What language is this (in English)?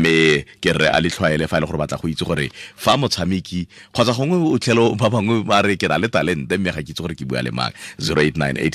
Tswana